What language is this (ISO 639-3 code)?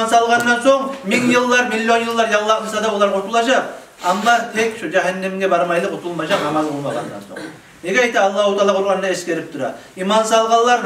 kum